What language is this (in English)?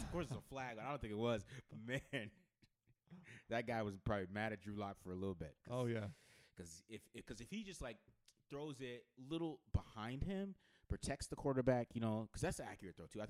English